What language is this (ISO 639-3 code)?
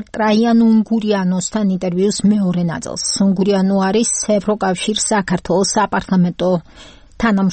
kat